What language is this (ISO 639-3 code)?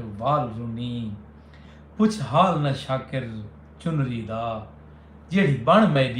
skr